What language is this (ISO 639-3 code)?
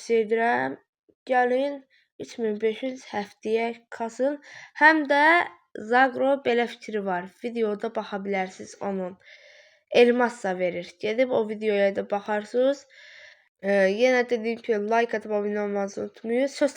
aze